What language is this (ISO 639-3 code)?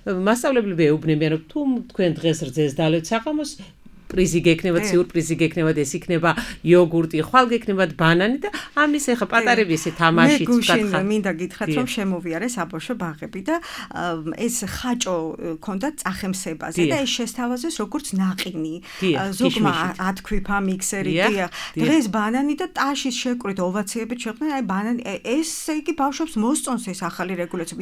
kat